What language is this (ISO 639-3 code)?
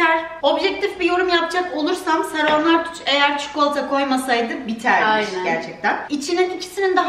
tur